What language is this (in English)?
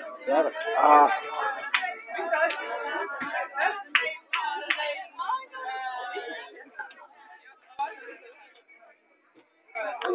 Estonian